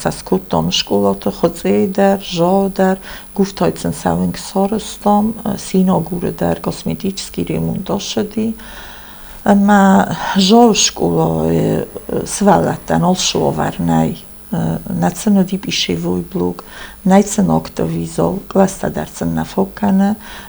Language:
Ossetic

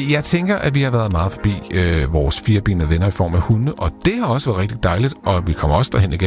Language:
Danish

